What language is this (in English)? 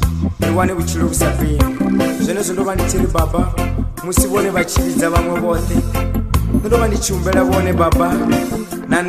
Venda